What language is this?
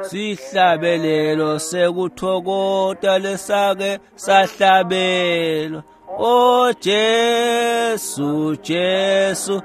Swati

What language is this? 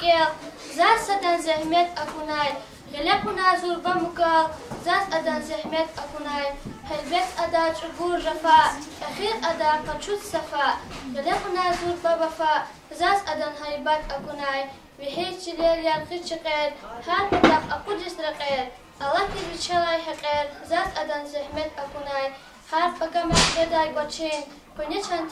Lezghian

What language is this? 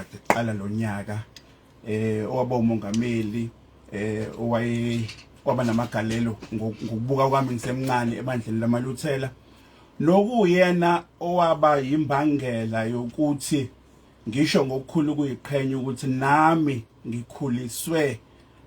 Zulu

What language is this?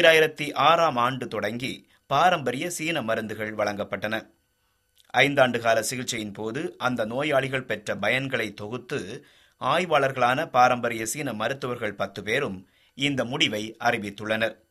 Tamil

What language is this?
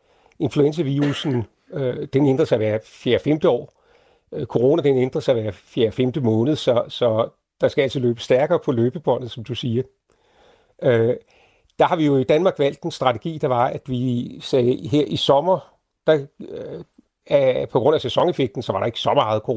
Danish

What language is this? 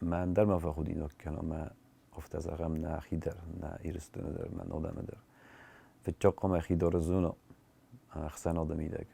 Ossetic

